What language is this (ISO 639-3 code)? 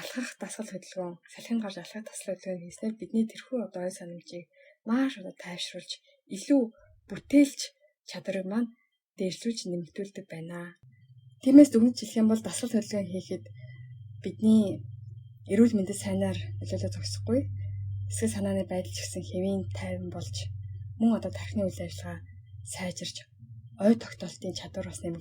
mon